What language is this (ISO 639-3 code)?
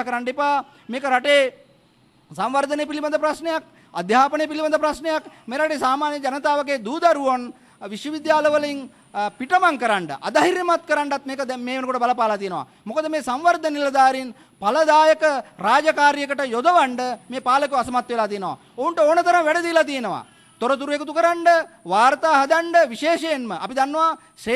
sin